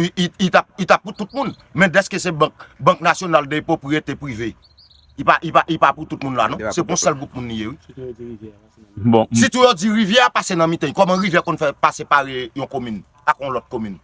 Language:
Haitian Creole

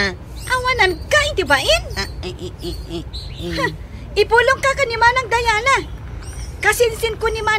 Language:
Iloko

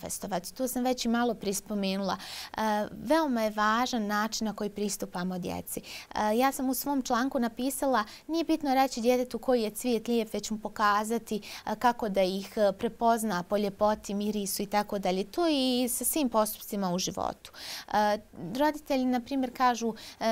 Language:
Bosnian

